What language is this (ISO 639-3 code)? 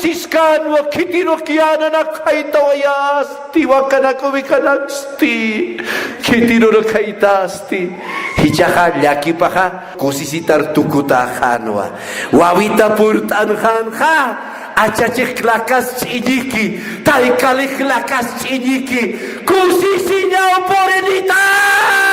aym